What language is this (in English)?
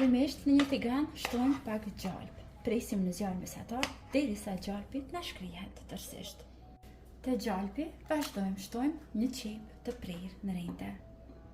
Albanian